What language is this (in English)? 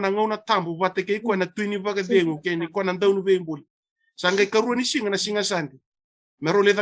Fijian